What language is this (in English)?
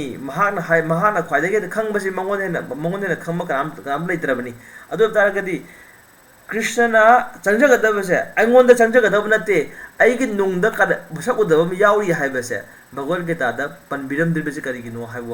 Manipuri